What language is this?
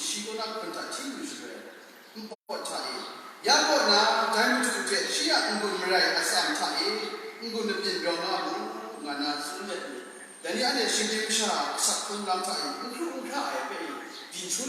Kachin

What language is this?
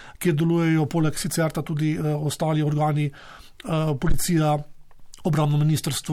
Slovenian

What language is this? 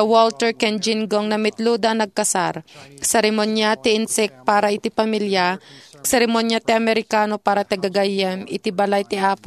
Iloko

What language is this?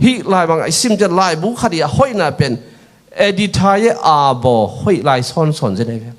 Tedim Chin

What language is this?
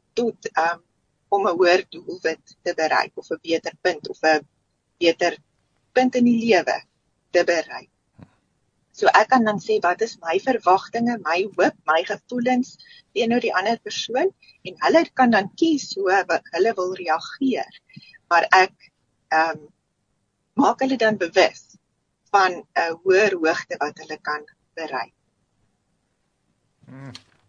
Afrikaans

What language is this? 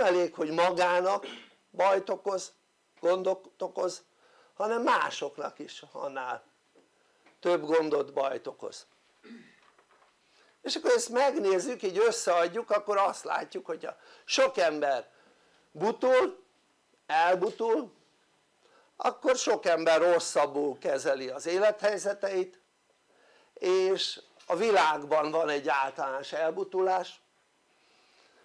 Hungarian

